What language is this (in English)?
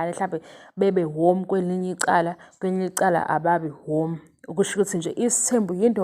Zulu